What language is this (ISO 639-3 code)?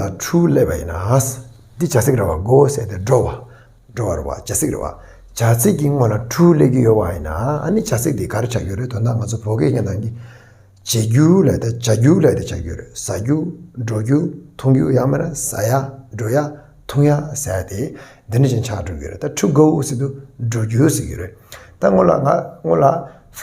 bod